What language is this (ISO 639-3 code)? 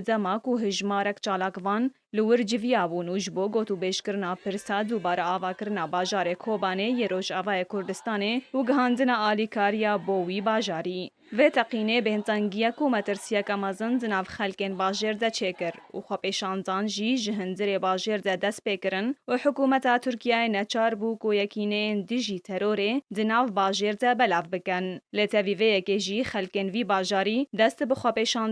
kur